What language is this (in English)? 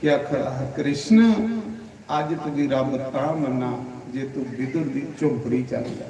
Dogri